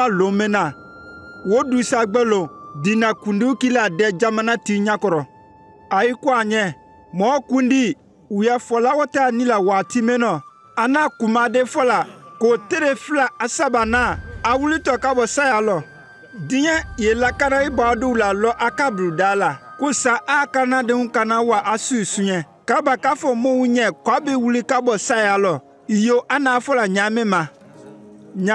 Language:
Konyanka Maninka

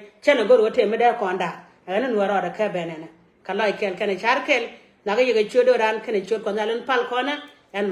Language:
Nuer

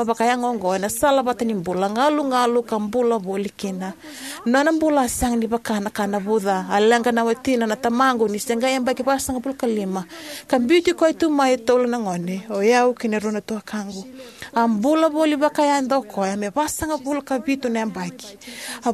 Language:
Fijian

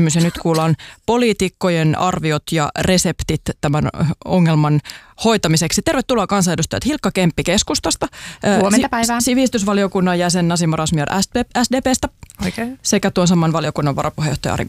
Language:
Finnish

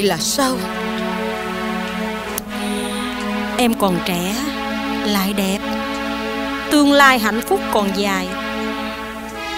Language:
Vietnamese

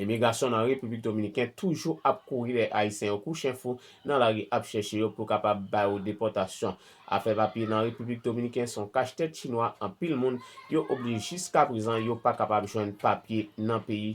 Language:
Haitian Creole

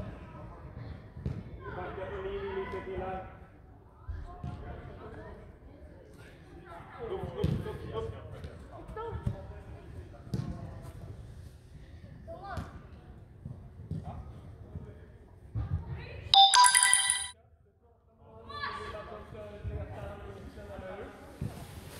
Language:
Swedish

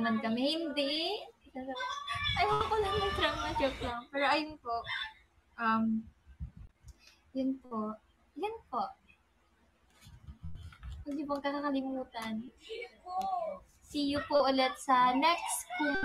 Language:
Filipino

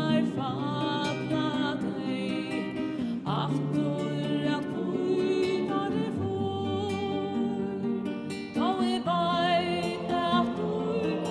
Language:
Faroese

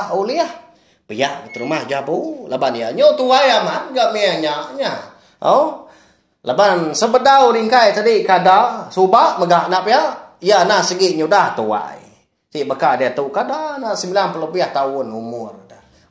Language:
Iban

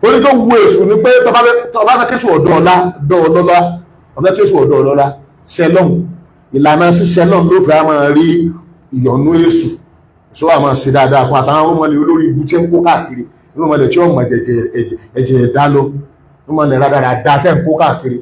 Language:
Yoruba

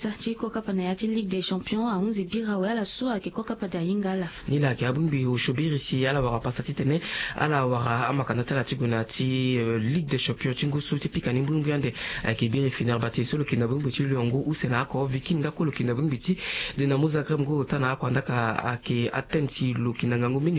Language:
Sango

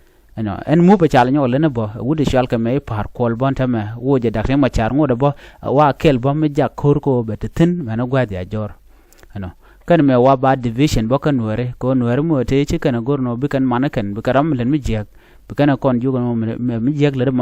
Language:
Nuer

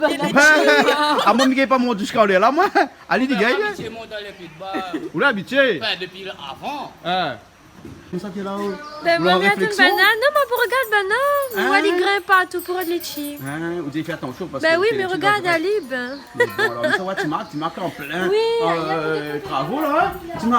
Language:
Réunion Creole French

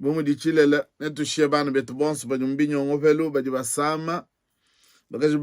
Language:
Luba-Lulua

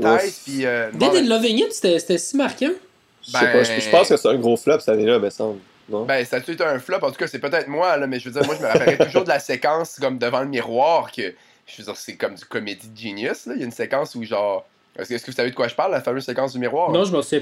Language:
French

